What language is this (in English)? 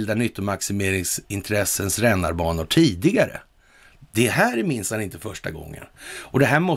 Swedish